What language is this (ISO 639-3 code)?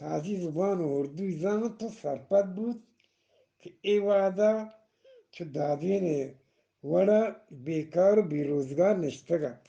bgp